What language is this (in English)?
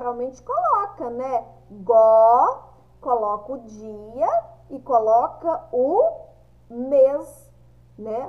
Portuguese